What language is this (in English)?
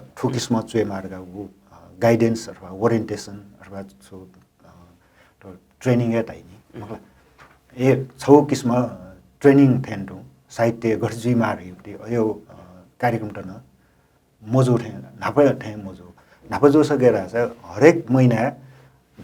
Newari